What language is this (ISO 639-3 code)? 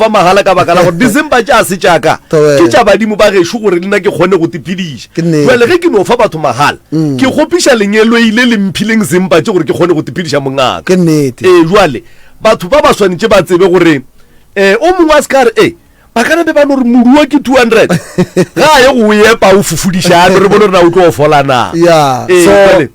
nso